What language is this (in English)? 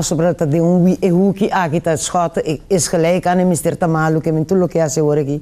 Papiamento